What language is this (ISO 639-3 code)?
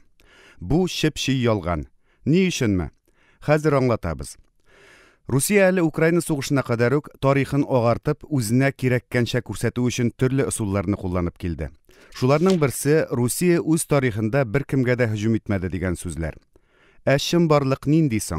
tat